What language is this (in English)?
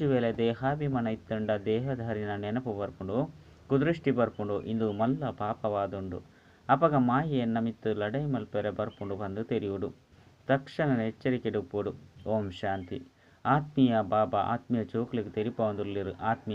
Tulu